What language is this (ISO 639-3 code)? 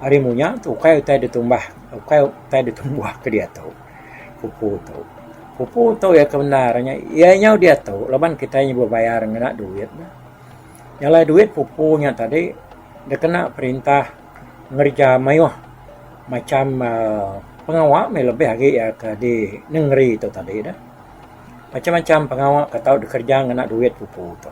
iba